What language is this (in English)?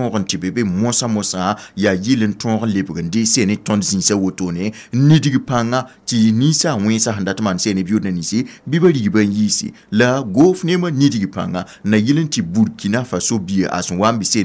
Mossi